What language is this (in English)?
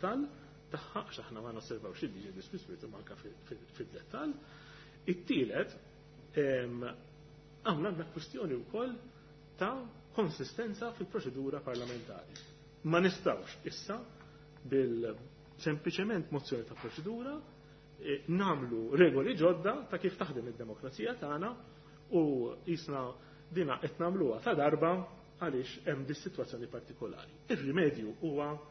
Maltese